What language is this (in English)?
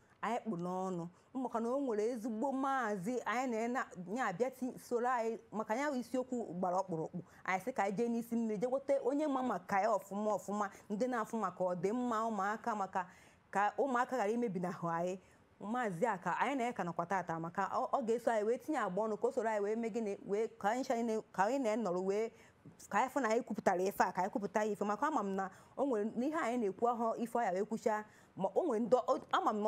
Igbo